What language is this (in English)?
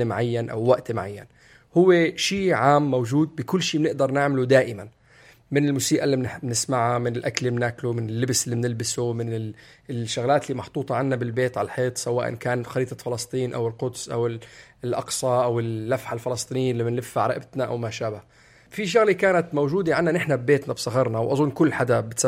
North Levantine Arabic